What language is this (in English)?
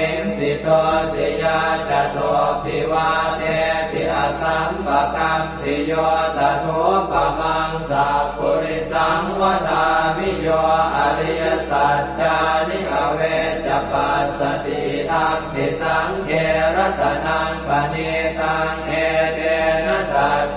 Pali